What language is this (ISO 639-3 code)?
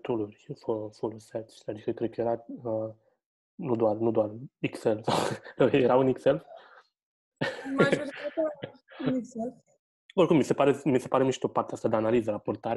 ron